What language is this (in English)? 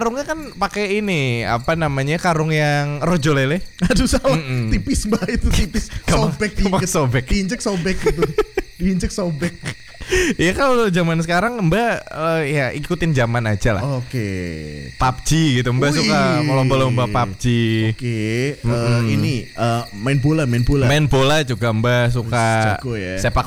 Indonesian